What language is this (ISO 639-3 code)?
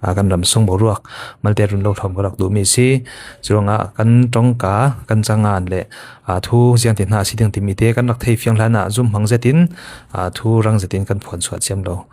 cfm